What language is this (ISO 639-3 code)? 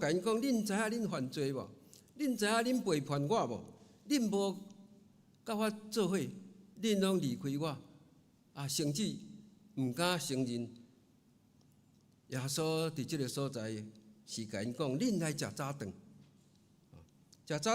nan